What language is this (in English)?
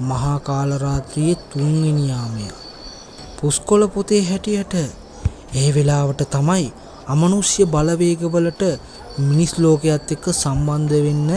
Sinhala